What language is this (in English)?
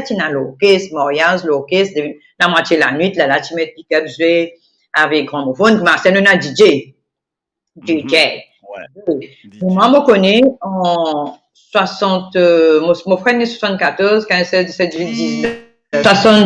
Morisyen